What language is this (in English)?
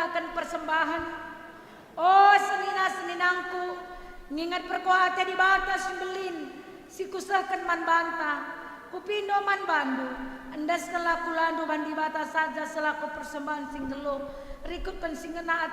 Batak Karo